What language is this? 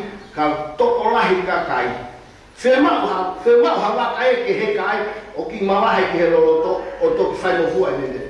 Tongan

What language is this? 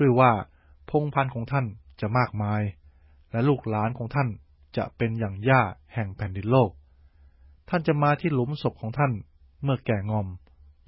Thai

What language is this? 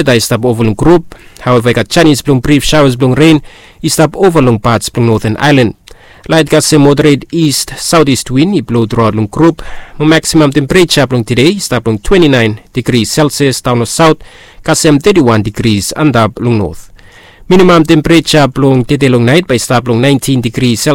Bislama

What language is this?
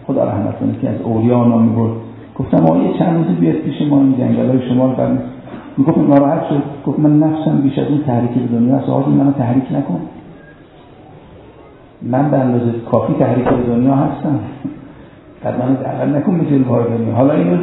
Persian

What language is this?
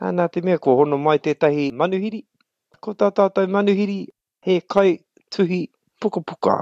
Māori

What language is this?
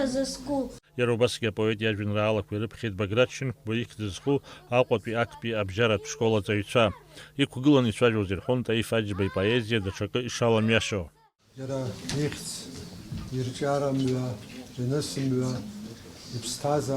Abkhazian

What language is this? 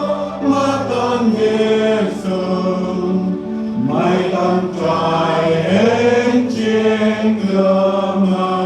Central Mnong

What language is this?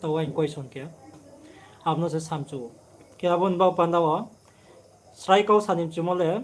Riang (India)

